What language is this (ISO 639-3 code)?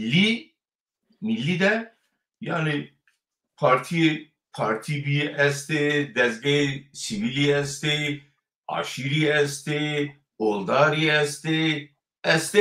zza